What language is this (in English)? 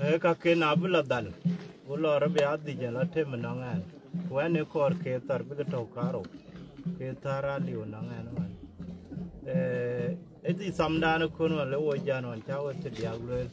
Dinka